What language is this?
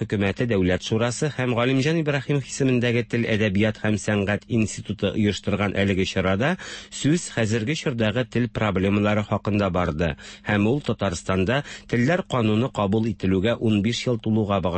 Tatar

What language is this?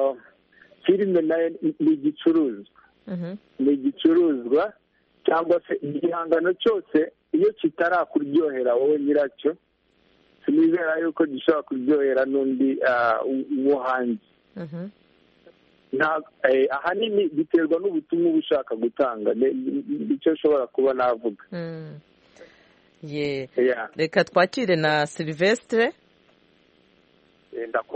Kinyarwanda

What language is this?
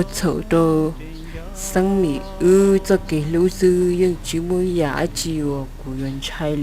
Hmong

